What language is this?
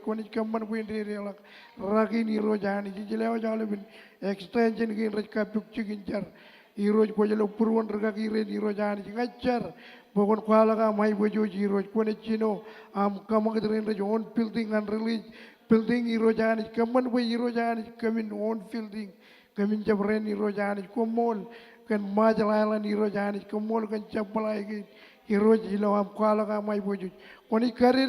Marshallese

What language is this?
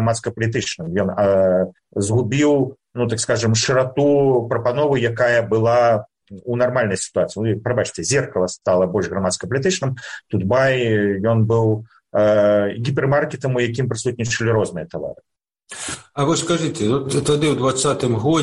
Belarusian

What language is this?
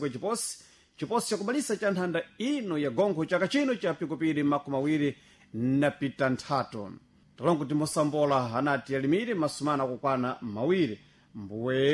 Sena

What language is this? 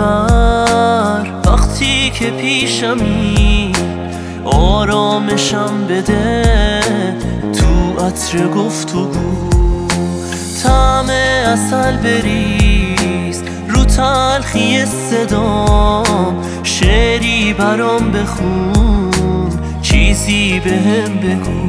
Persian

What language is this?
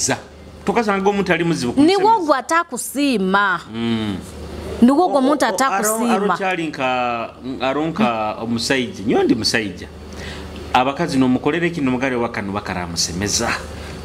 Nyoro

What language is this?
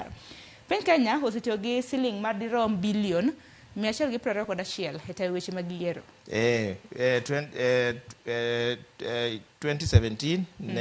Luo (Kenya and Tanzania)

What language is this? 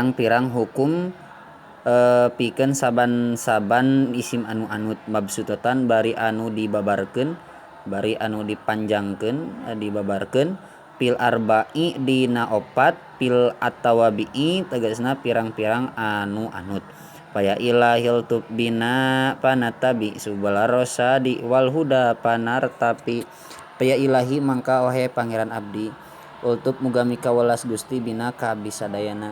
Sundanese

